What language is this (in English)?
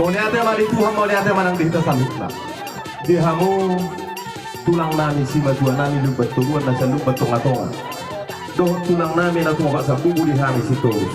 Batak Toba